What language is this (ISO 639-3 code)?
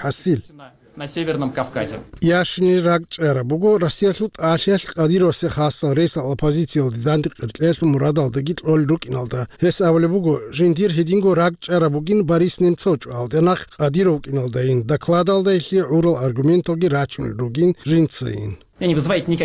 ava